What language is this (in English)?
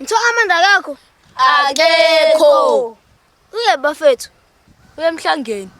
Zulu